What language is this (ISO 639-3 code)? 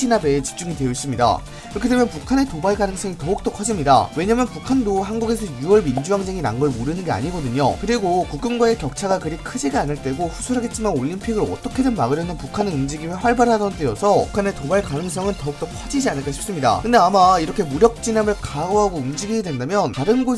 kor